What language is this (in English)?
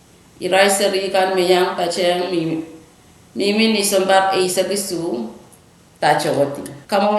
Pohnpeian